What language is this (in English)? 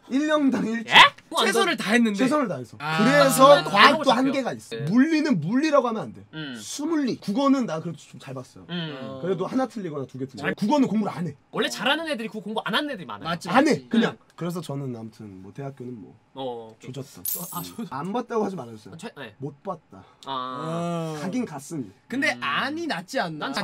Korean